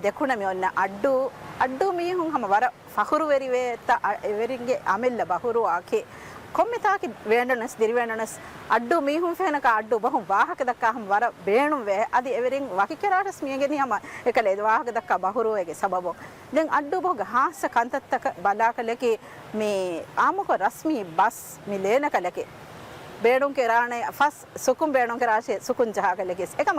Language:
Divehi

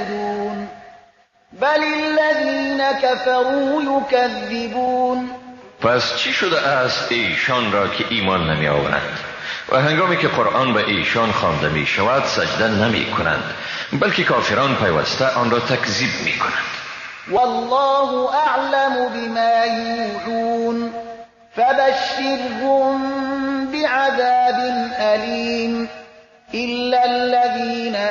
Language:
Persian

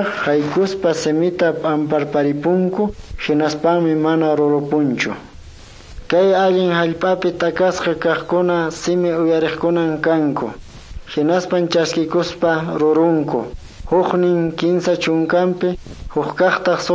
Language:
Quechua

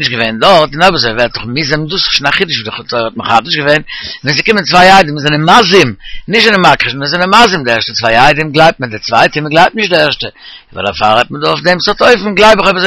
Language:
Yiddish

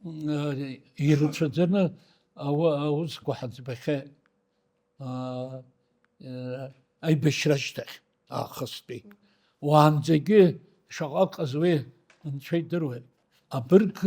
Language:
Abkhazian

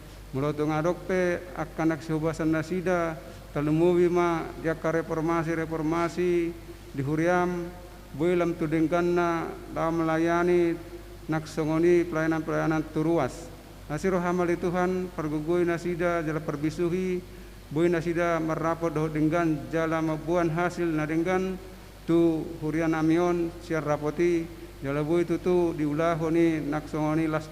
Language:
Batak Toba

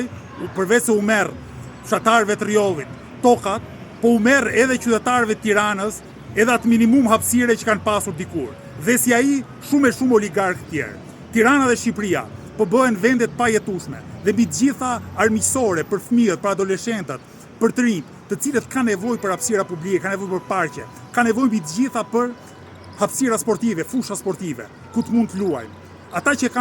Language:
Albanian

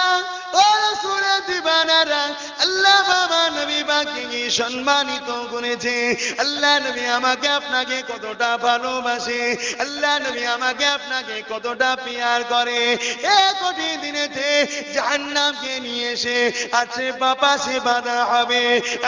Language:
Bangla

